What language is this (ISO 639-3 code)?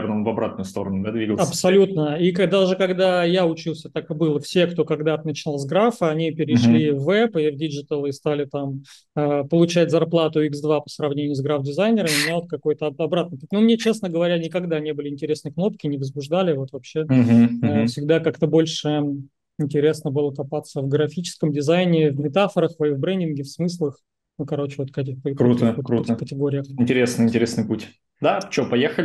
rus